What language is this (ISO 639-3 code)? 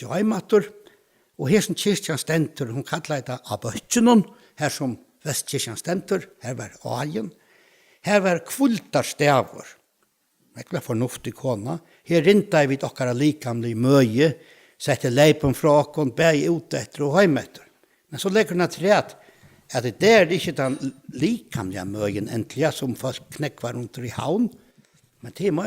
fao